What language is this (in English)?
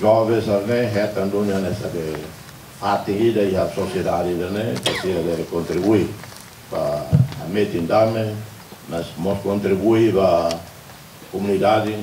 Tetum